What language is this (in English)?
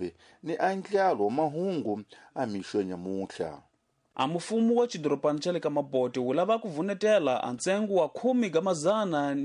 Tsonga